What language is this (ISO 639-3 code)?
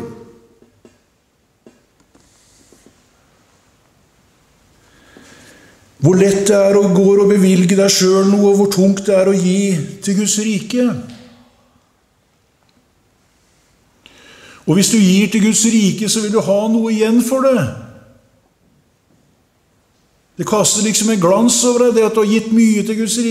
nor